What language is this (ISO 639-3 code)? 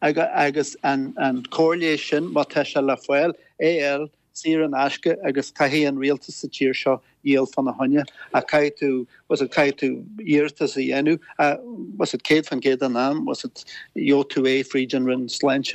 gle